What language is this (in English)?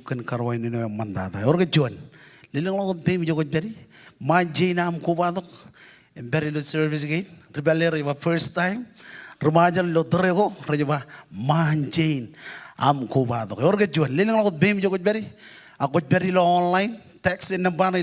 Marshallese